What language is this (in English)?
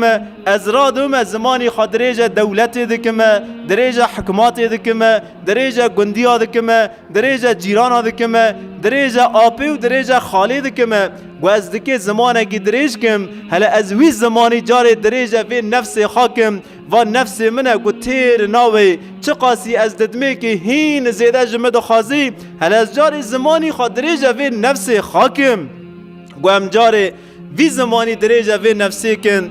Kurdish